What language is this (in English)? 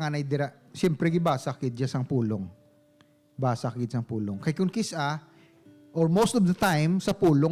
Hiligaynon